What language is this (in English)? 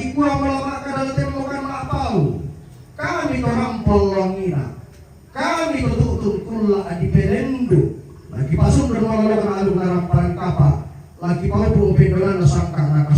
Toraja-Sa'dan